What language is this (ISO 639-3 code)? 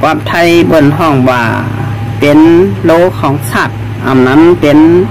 shn